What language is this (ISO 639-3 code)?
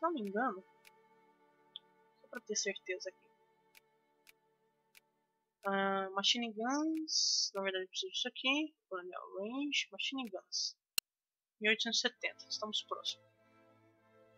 por